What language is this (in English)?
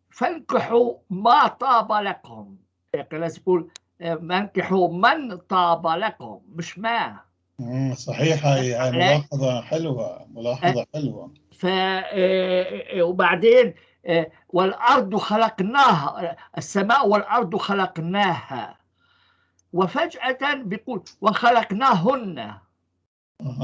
North Levantine Arabic